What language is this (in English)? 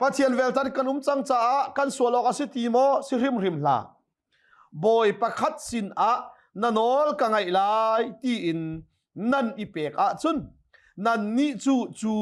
Hakha Chin